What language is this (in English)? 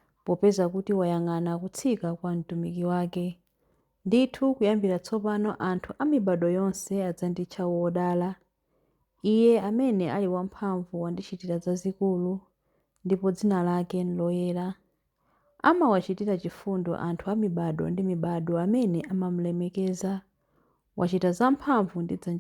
Nyanja